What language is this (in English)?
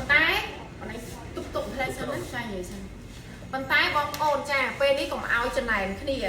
Khmer